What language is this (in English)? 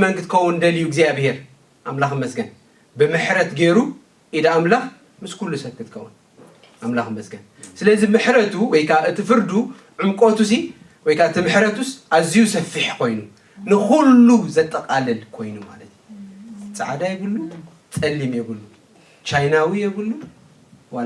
Tigrinya